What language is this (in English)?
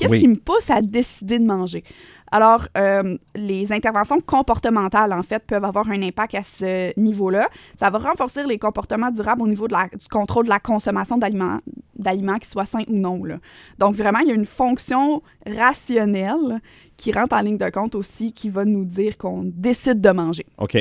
French